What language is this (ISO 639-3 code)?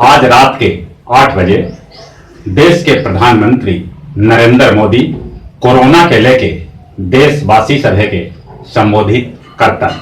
mag